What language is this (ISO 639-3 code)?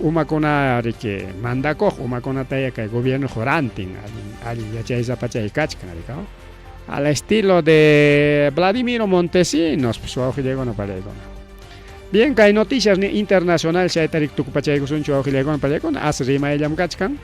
quy